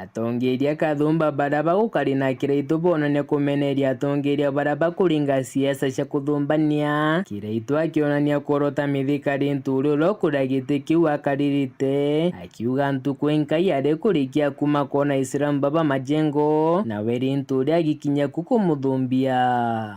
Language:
Meru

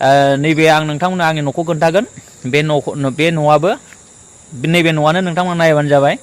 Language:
Bodo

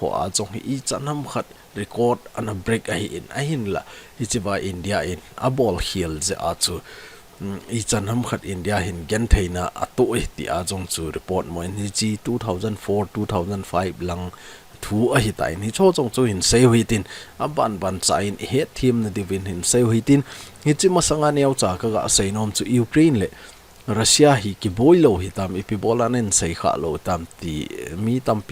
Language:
Thado Chin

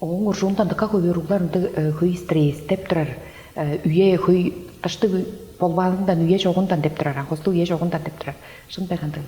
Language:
Tuvinian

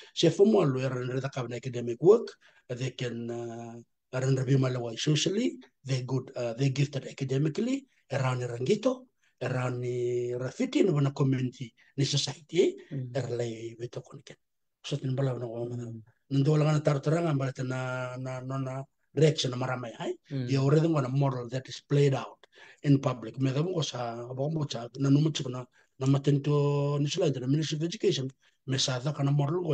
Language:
Fijian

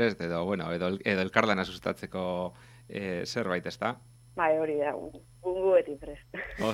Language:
Basque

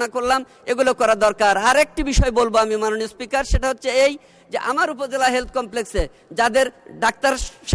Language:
Bangla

